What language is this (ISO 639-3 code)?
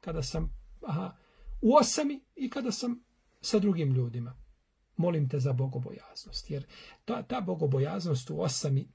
bos